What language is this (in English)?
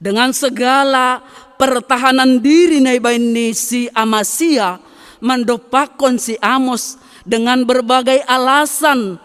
Batak Simalungun